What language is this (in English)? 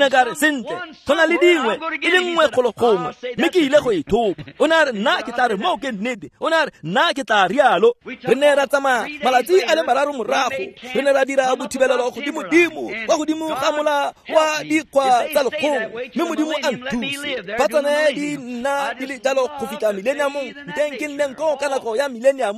Tswana